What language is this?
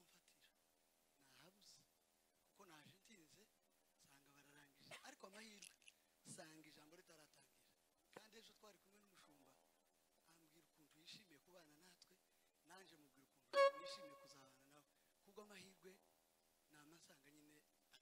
Kinyarwanda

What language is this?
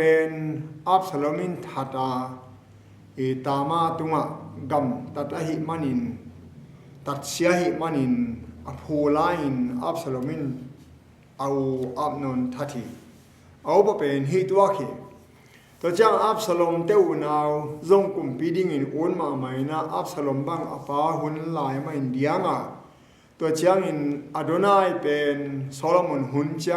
Tedim Chin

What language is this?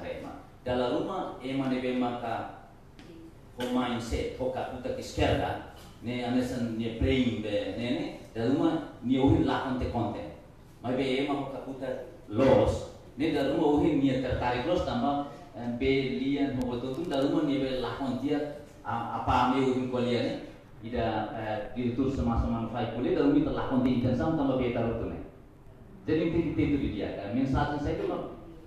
Tetum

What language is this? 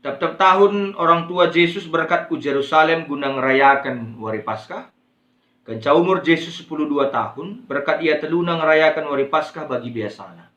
Batak Karo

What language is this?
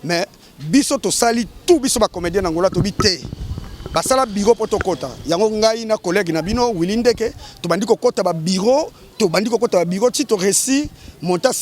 Lingala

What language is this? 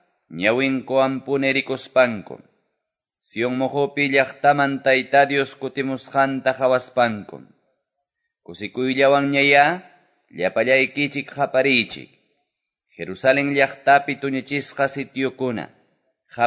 Quechua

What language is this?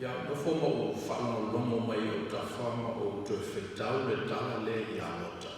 Samoan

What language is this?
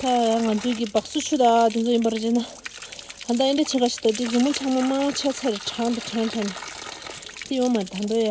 Tibetan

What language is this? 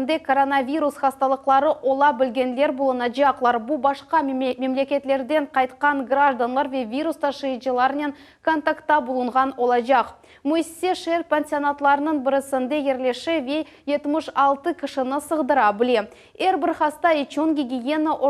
Crimean Tatar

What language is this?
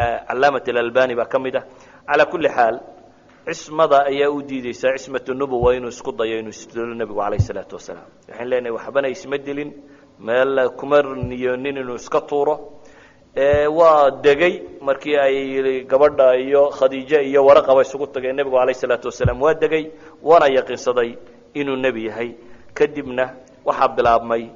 Somali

